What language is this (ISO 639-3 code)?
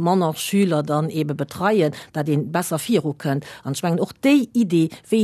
ltz